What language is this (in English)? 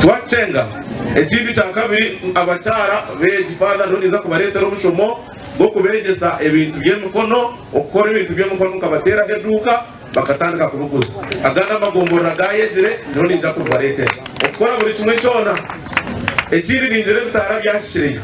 Nyankole